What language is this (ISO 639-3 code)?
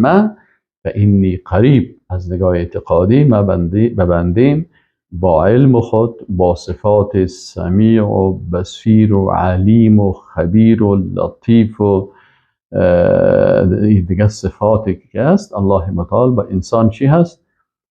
fas